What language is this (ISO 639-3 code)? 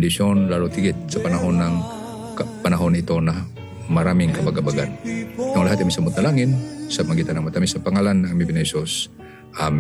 fil